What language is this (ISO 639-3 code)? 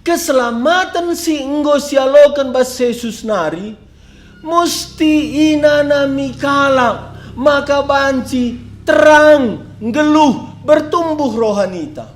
btx